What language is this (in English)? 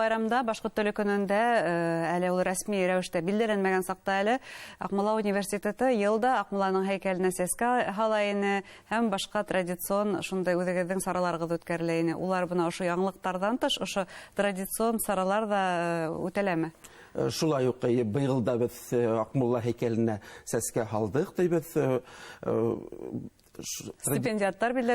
Bashkir